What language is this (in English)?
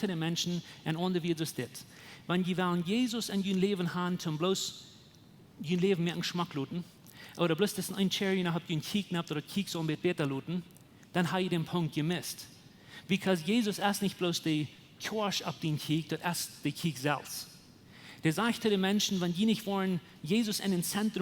Plautdietsch